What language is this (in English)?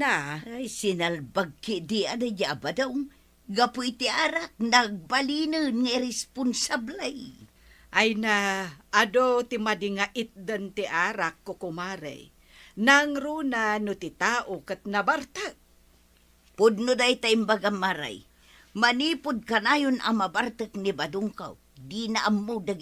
Iloko